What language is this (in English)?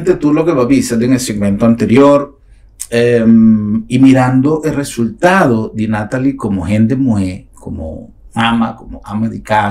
Papiamento